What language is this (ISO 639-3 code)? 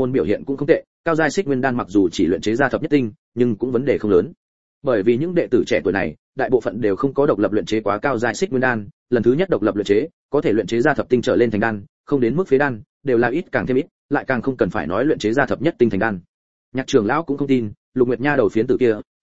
vie